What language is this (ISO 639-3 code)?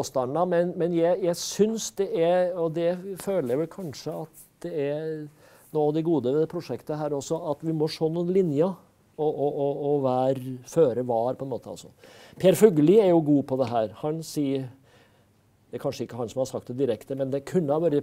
nor